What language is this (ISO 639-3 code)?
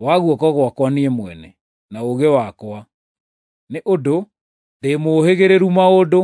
kik